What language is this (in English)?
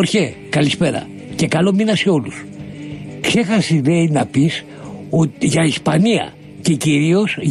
Greek